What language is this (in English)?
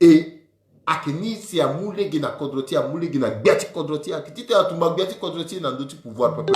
Sango